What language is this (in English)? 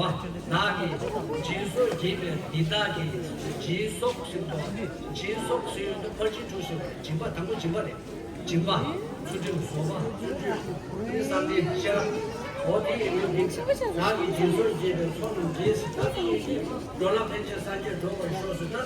Tibetan